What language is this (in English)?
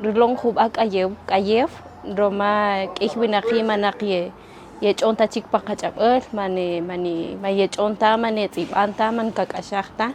Kaqchikel